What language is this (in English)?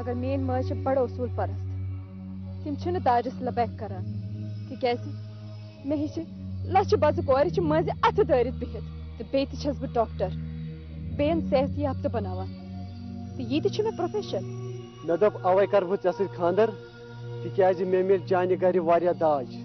Kashmiri